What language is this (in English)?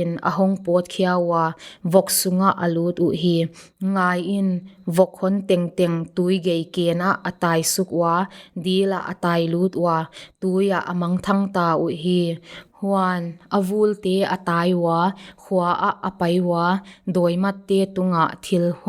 Paite Chin